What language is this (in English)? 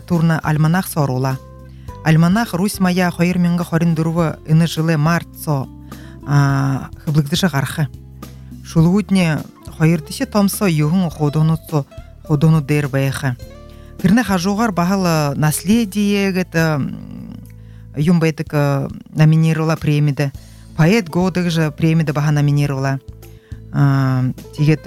Buriat